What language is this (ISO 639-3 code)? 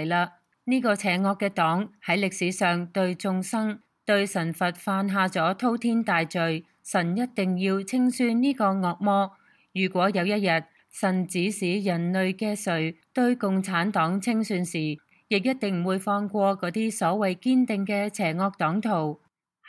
yue